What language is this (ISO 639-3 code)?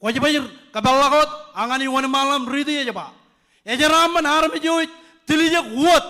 mah